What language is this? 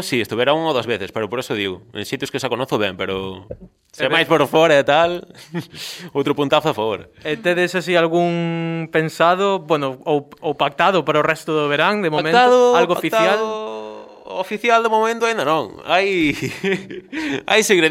Galician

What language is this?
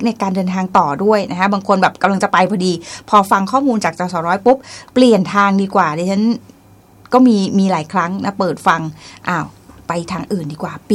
Thai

